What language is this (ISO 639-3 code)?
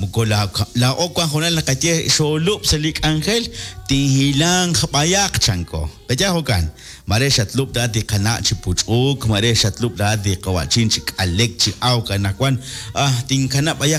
kek